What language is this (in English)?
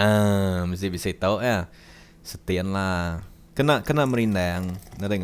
Iban